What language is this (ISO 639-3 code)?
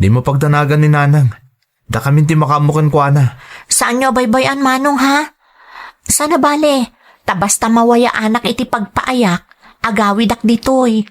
ilo